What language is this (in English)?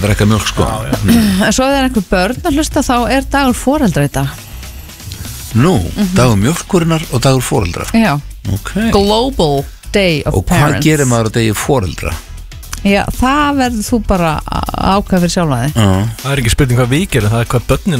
Icelandic